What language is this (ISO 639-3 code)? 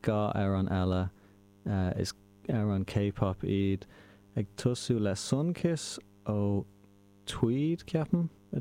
gle